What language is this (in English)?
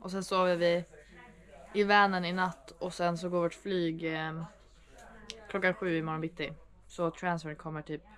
Swedish